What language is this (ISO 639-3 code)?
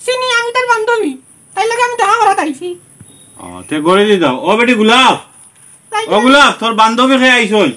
syl